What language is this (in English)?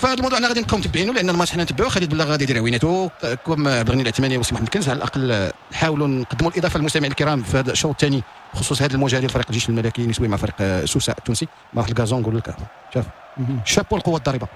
Moroccan Arabic